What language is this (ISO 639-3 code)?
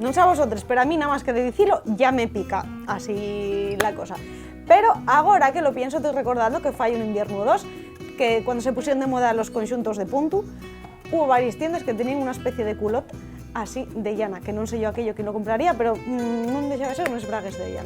ast